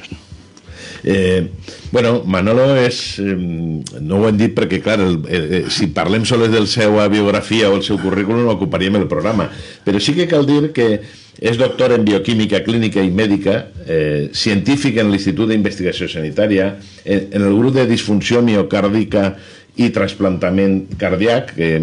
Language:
Catalan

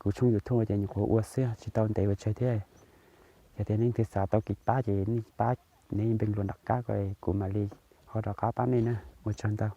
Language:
Hmong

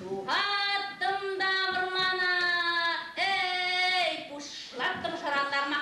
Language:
Chuvash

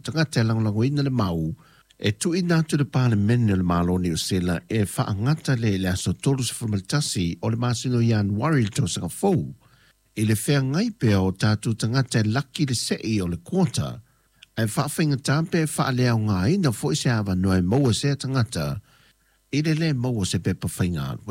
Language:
Samoan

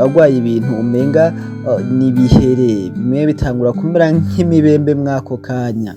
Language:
Rundi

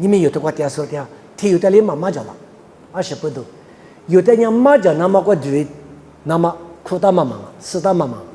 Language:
Lisu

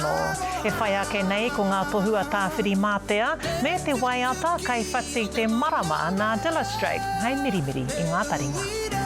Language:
Māori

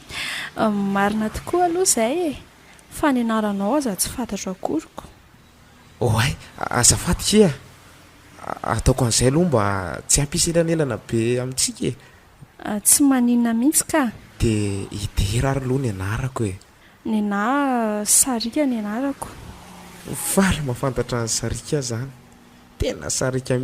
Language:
Malagasy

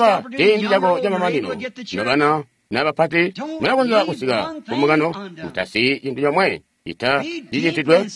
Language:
Tonga (Zambia)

